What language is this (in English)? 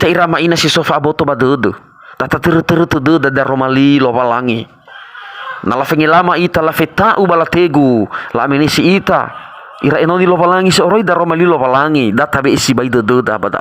Nias